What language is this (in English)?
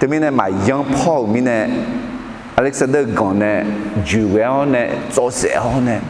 Akha